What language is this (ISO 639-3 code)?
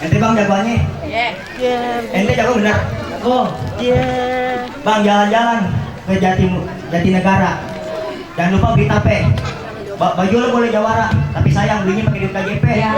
bew